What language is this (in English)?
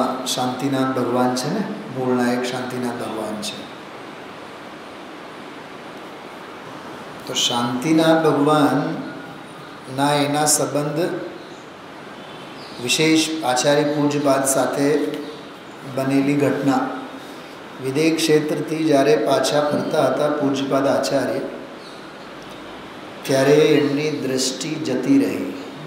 Gujarati